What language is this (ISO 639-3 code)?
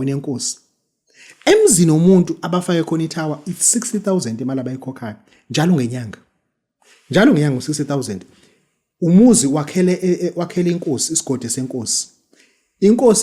zul